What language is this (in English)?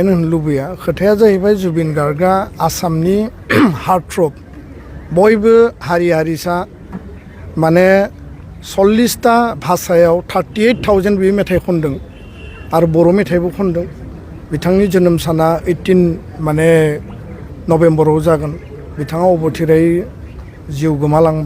Bodo